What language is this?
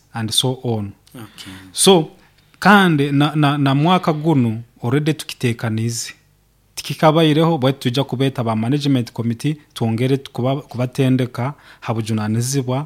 Nyoro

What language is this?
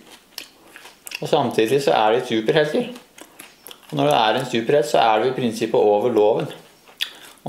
Norwegian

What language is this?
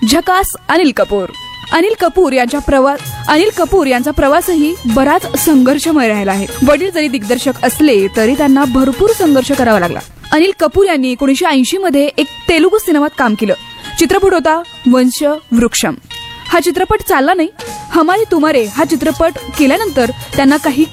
Marathi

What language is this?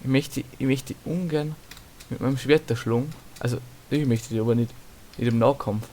Bavarian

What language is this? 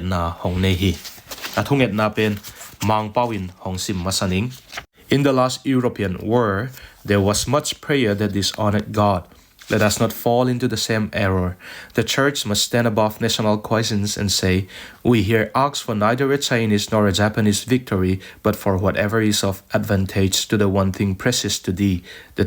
Tedim Chin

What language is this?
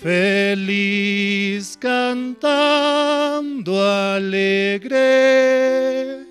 South Bolivian Quechua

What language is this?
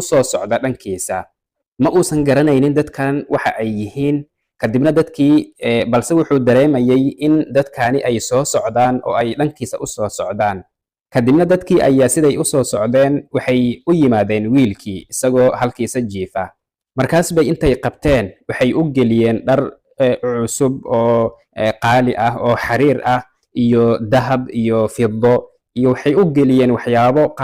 Somali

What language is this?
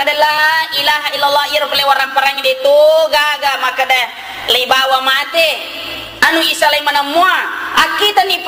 Buginese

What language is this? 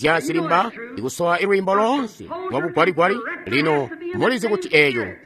Tonga (Zambia)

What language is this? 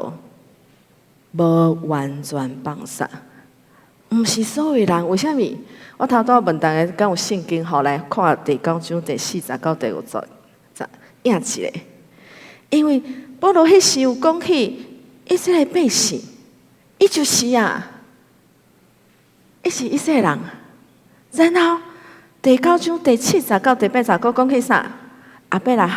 Min Nan Chinese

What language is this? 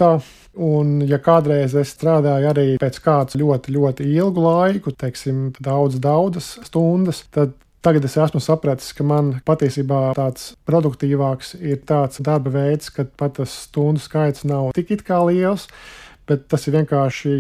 Latvian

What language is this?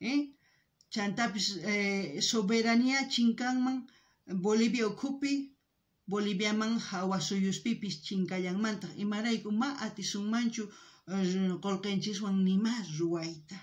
South Bolivian Quechua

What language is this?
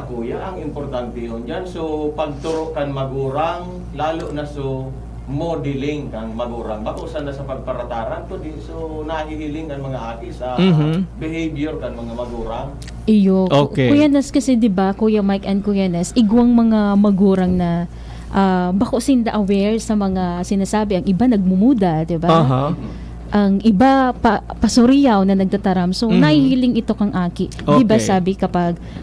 Bikol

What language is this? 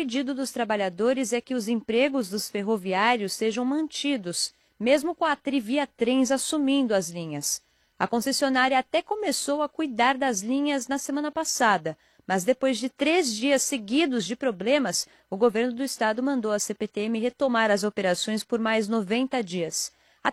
Portuguese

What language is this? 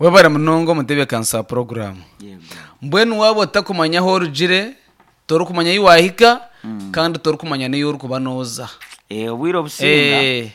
Nyankole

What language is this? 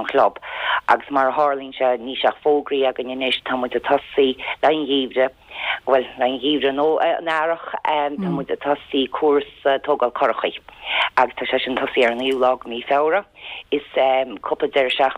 Irish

